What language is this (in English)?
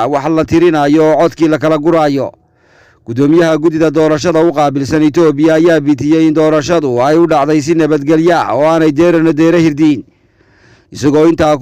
Somali